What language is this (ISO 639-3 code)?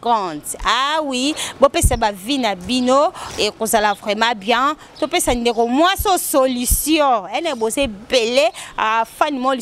lin